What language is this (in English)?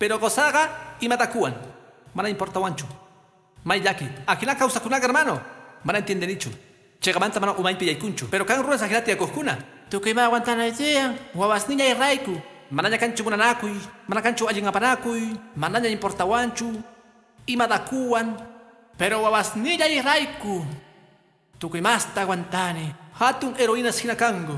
Quechua